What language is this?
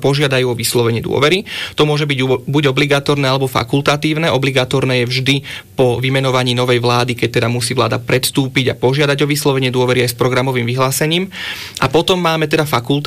Slovak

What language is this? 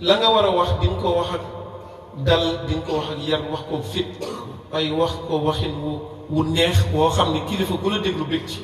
Wolof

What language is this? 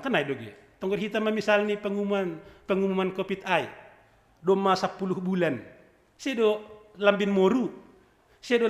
Batak Simalungun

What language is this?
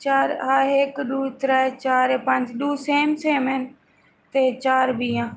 Saraiki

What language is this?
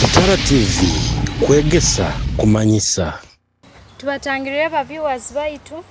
Nyoro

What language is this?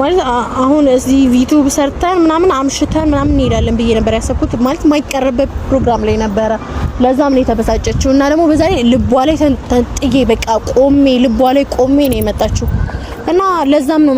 Amharic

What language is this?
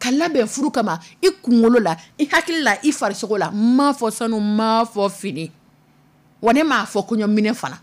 Dyula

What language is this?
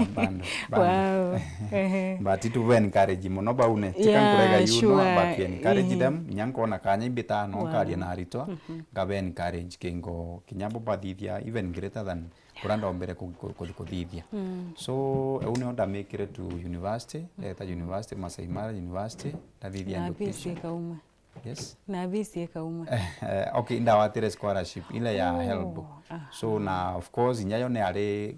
Meru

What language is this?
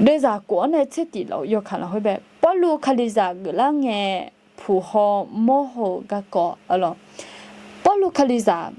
Akha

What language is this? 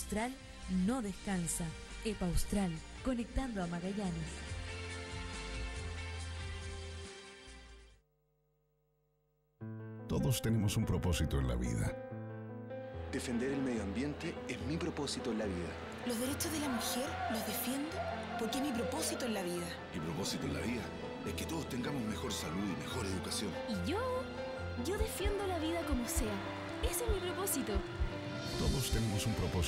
Spanish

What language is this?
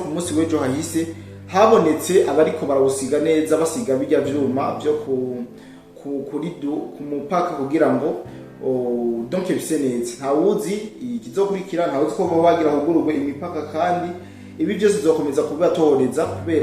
Rundi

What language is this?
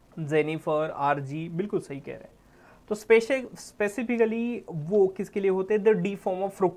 Hindi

